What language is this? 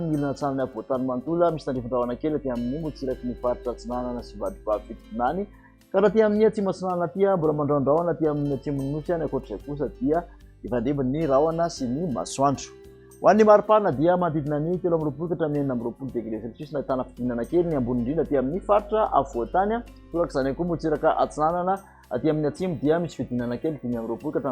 Malagasy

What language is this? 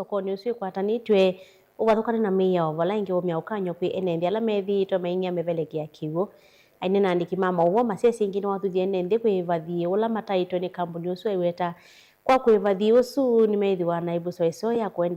Kamba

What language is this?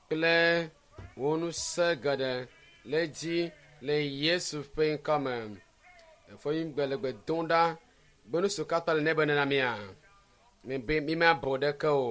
Ewe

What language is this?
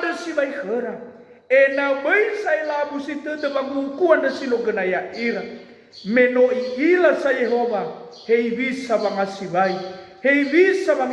Nias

